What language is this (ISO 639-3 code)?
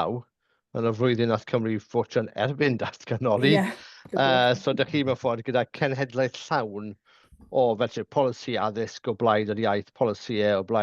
cym